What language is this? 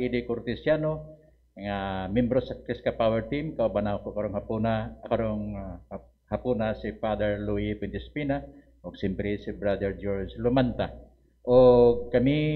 Cebuano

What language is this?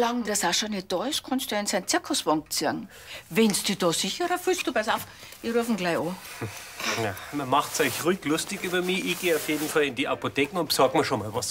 Bavarian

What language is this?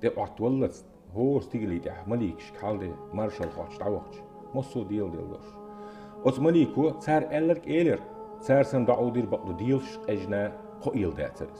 Chechen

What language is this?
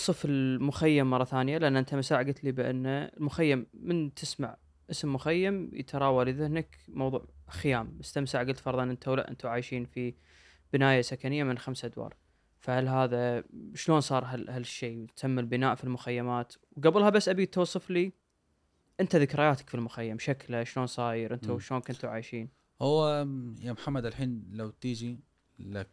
Gulf Arabic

